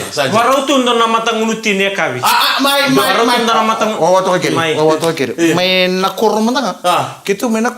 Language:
Fijian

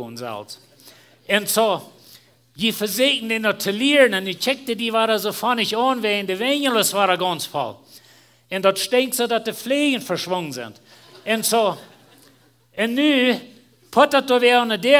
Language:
Plautdietsch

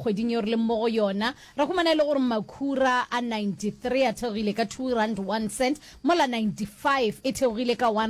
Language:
Northern Sotho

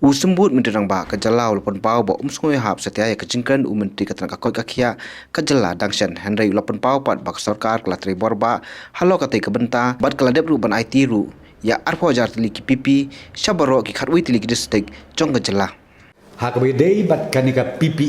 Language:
Khasi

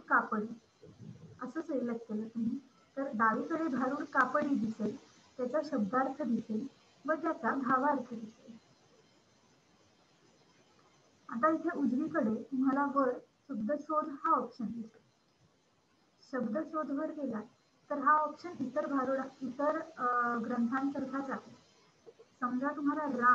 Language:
Marathi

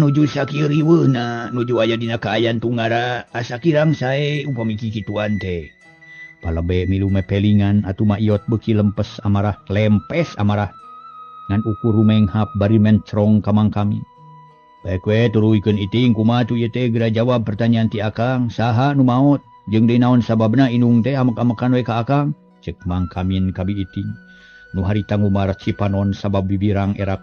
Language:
Sundanese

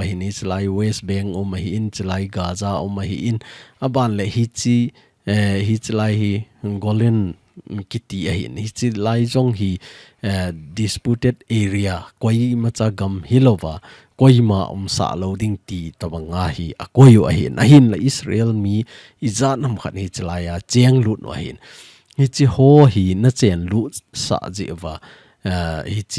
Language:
Thado Chin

